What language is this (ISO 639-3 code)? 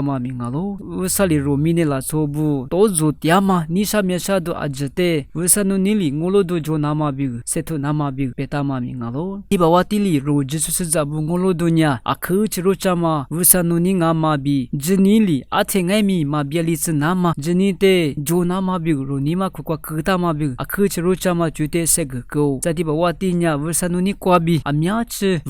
lis